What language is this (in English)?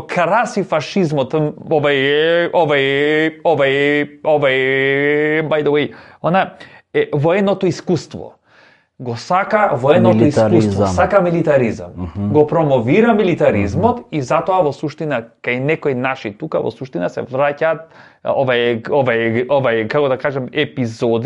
Macedonian